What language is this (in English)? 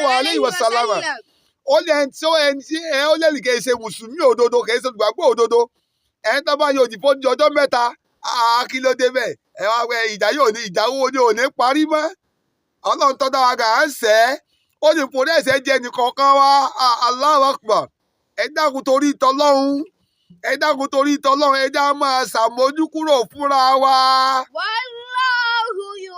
Yoruba